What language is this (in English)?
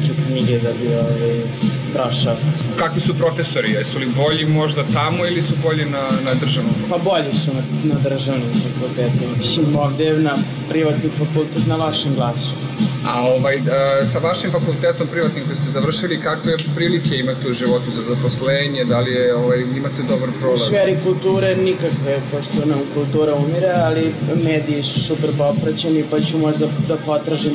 Bosnian